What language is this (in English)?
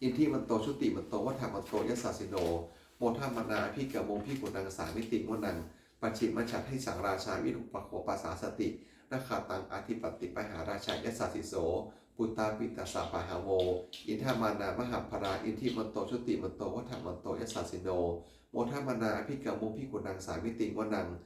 Pali